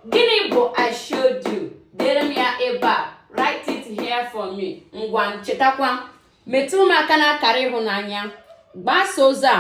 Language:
Igbo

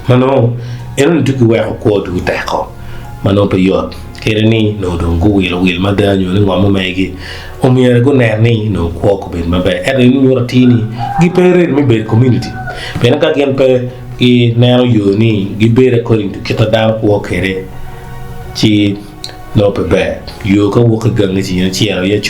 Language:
Acoli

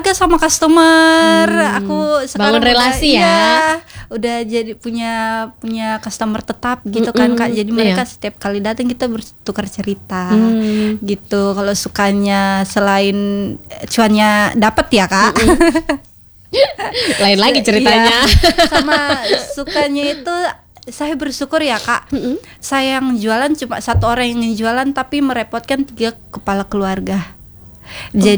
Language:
Indonesian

